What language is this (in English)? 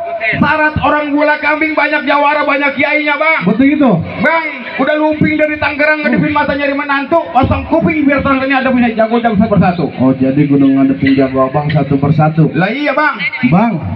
Betawi